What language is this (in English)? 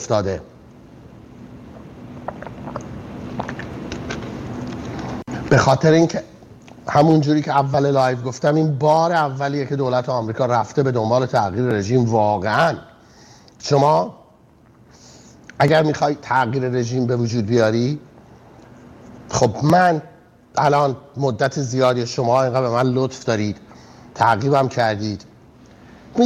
Persian